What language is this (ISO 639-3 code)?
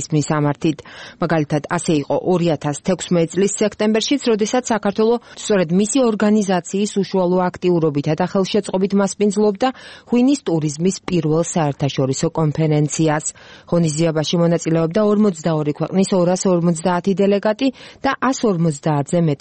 kat